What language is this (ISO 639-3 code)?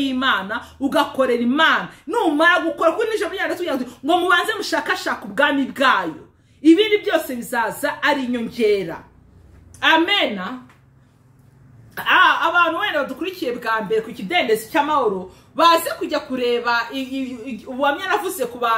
kin